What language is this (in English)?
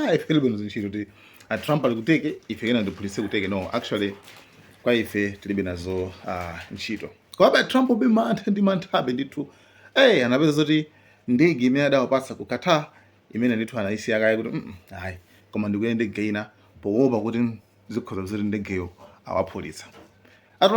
Nyanja